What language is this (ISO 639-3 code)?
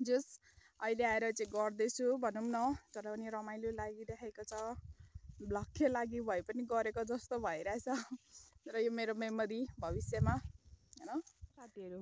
nep